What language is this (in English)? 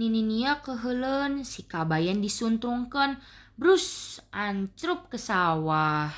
Sundanese